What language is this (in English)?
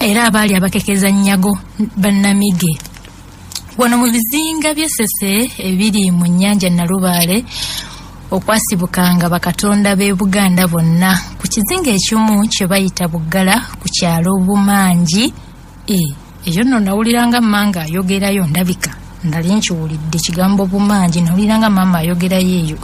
Ganda